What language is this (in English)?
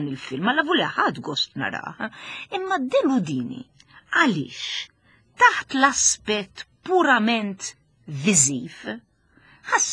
Maltese